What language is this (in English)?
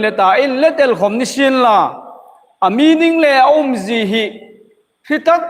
Hmar